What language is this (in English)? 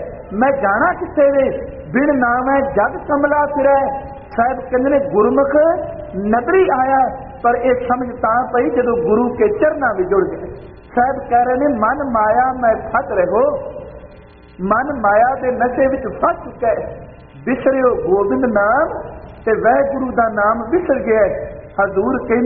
Punjabi